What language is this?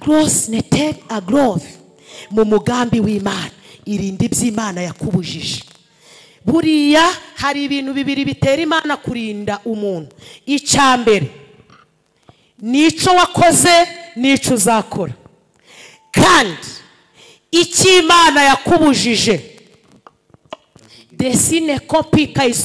Kinyarwanda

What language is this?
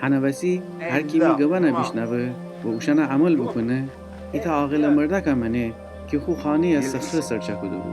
Gilaki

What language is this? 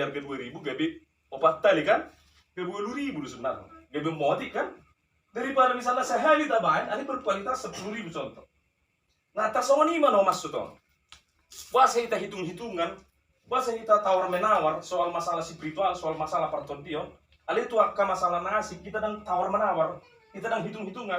Batak Toba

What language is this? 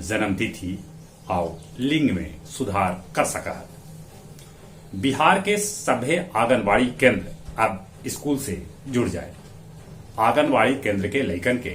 Magahi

